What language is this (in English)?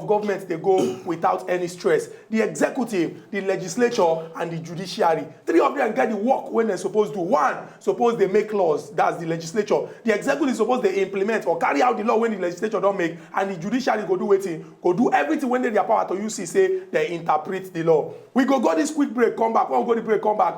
Nigerian Pidgin